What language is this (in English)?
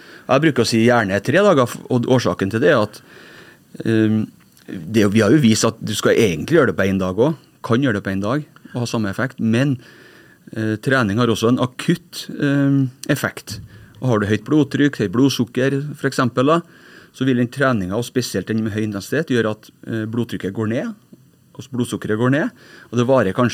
Norwegian